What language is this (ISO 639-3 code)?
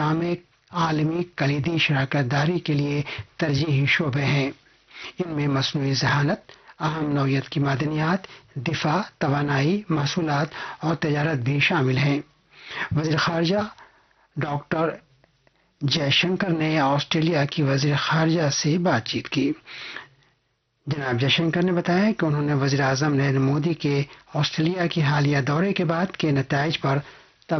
urd